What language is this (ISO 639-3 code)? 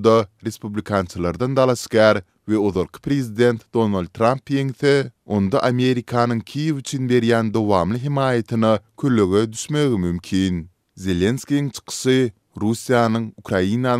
tuk